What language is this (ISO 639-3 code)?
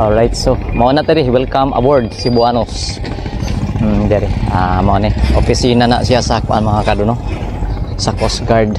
ceb